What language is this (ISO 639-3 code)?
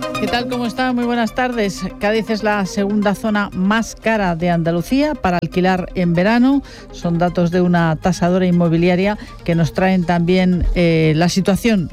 spa